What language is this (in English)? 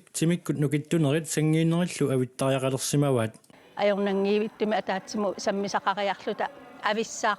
Kalaallisut